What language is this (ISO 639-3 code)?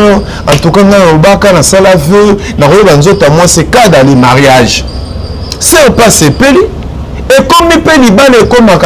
lin